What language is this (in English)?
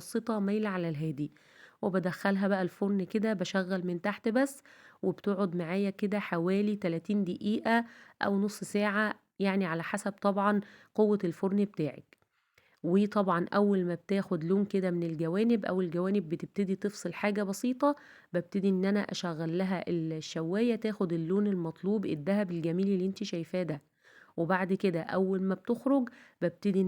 Egyptian Arabic